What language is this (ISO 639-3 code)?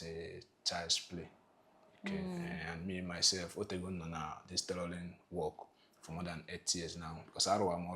ibo